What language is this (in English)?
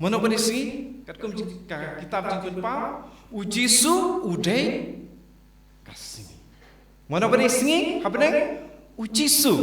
Khasi